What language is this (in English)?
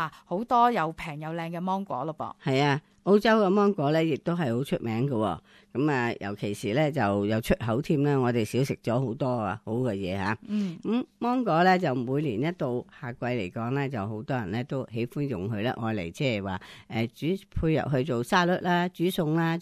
Cantonese